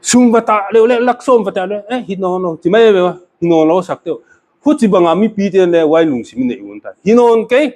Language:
Paite Chin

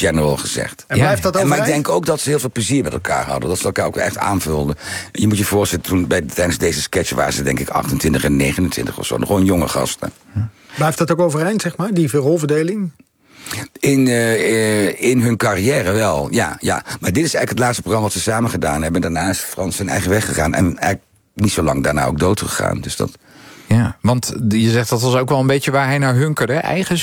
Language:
Dutch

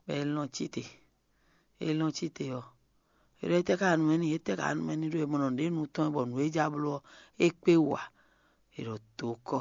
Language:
Fon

